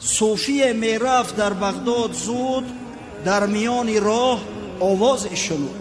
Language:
Tajik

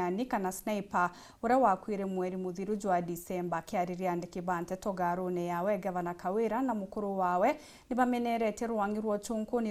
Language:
Meru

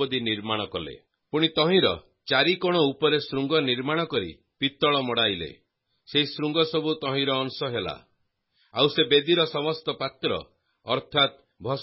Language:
Odia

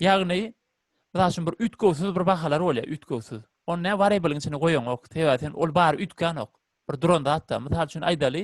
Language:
Turkmen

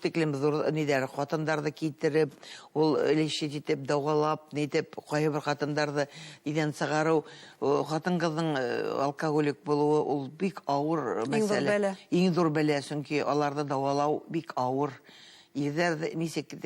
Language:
Bashkir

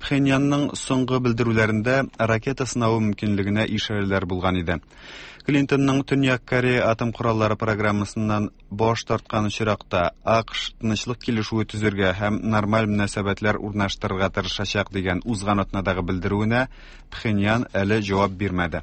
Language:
Tatar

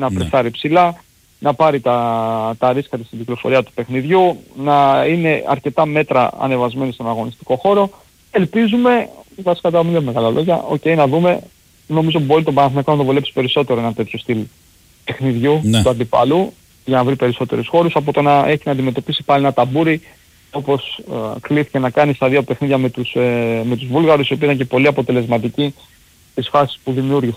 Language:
Greek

